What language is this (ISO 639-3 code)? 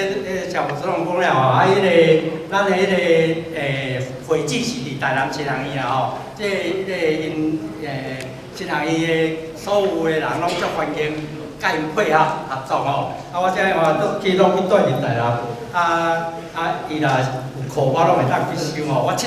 nan